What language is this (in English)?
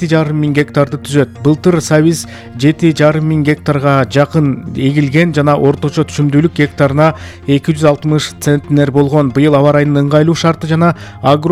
Kyrgyz